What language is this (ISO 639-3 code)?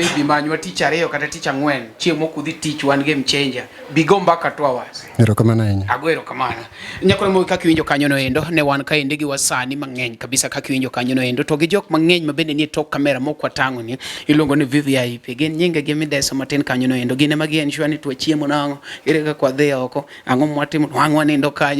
luo